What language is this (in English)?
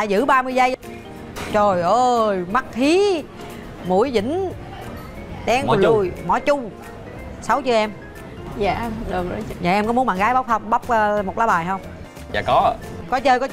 Vietnamese